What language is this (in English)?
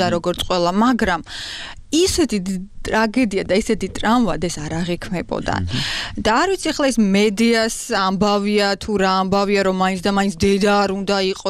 Georgian